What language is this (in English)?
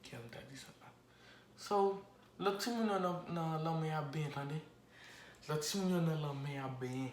Haitian Creole